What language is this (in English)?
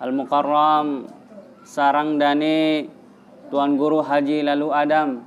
Sasak